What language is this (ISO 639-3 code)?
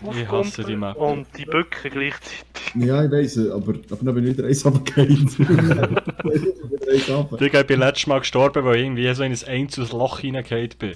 gsw